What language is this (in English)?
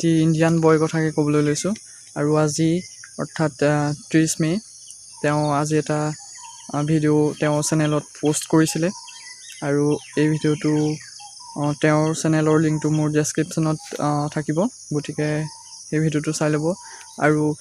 Assamese